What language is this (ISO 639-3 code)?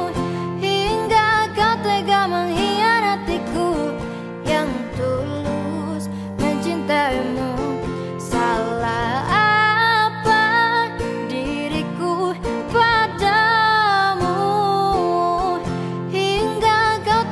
ind